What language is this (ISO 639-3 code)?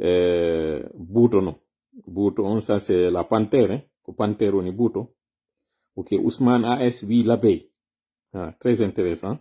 ful